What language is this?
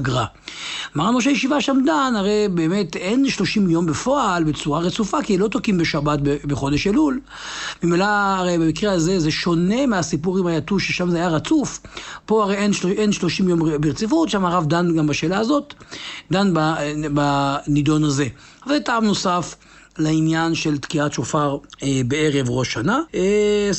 Hebrew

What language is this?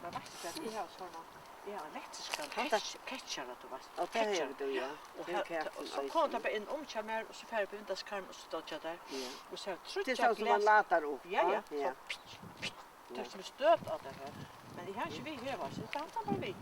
Faroese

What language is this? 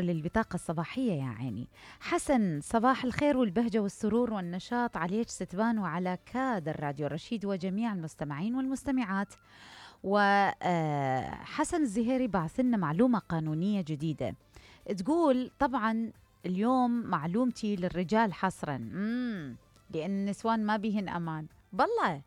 Mesopotamian Arabic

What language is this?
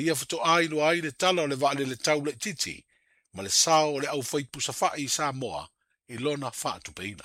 Samoan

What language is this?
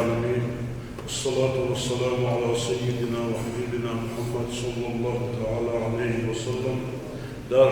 Ingush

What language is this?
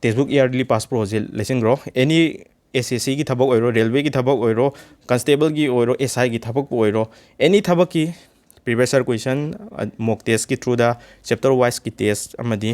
Manipuri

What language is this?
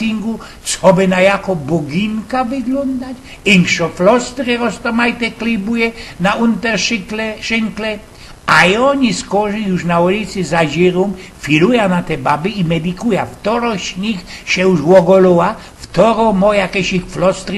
Silesian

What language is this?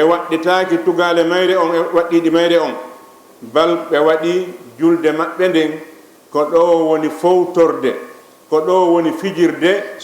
Fula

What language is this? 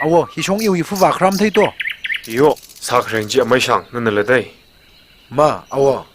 Tangkhul Naga (India)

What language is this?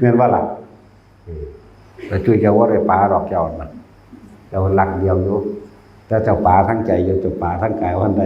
Northeastern Thai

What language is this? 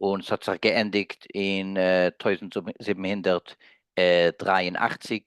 Yiddish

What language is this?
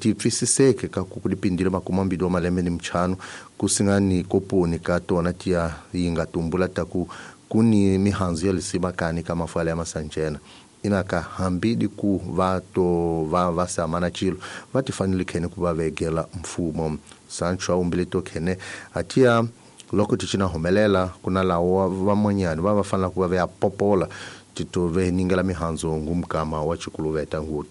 Tsonga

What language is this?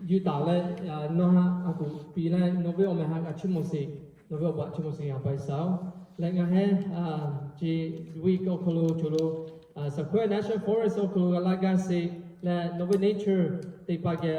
Lahu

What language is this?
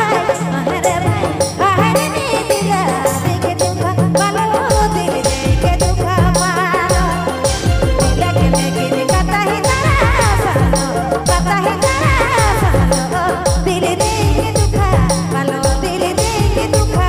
Sadri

